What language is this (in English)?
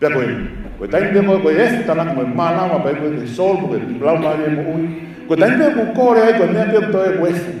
Tongan